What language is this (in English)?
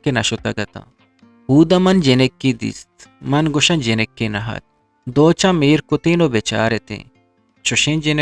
Eastern Balochi